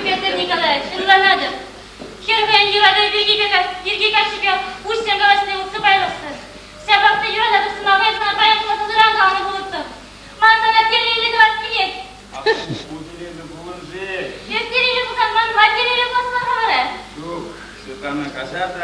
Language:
Chuvash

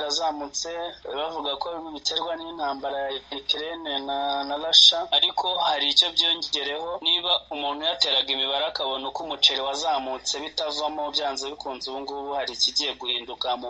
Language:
Kinyarwanda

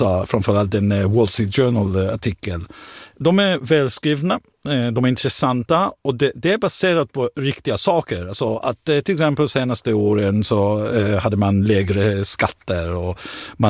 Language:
Swedish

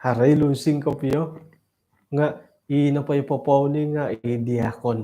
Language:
Central Dusun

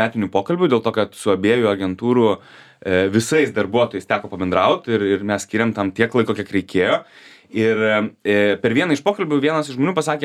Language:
Lithuanian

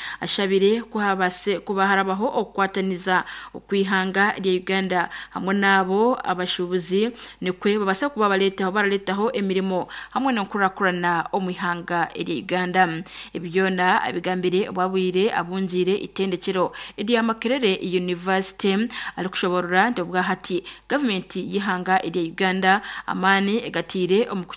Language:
Nyankole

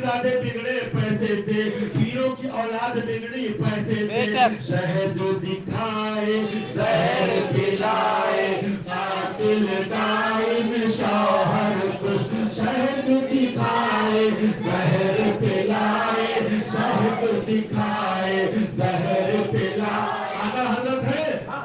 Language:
Urdu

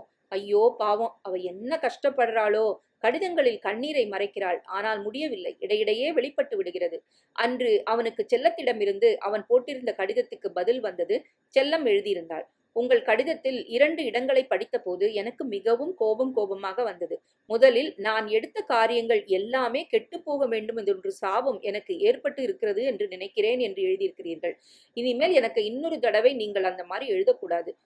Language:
Tamil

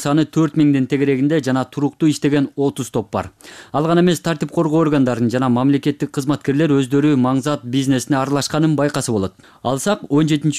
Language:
Kyrgyz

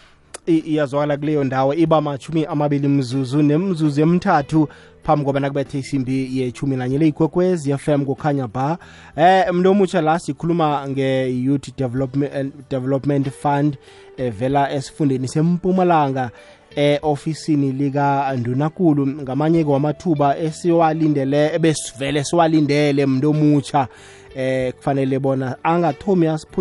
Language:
South Ndebele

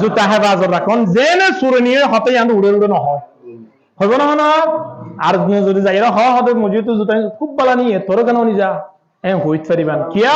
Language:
Rohingya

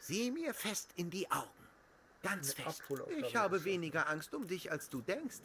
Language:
Bavarian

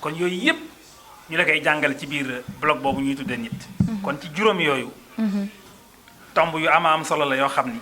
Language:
Wolof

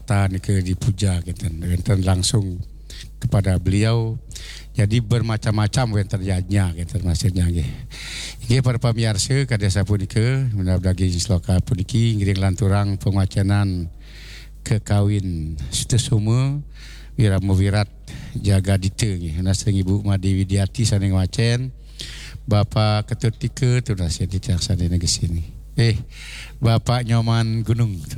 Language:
Balinese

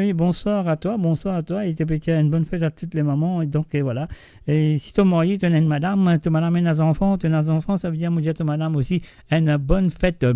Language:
Morisyen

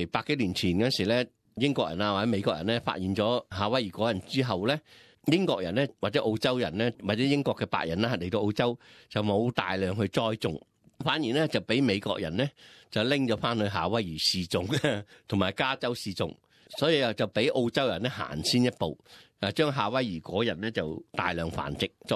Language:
Cantonese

